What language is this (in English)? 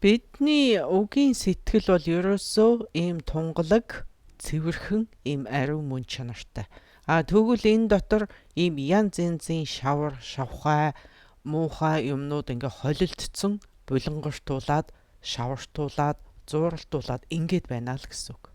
Mongolian